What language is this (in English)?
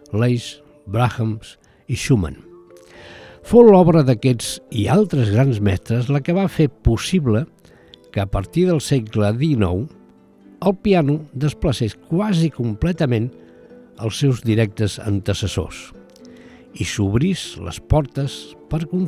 Catalan